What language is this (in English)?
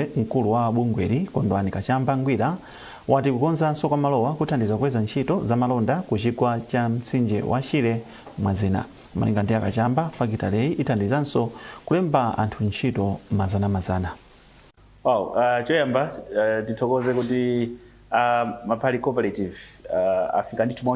Nyanja